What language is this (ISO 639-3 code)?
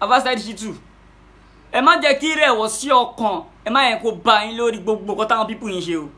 yor